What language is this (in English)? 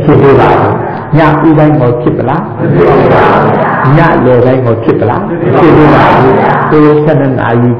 Burmese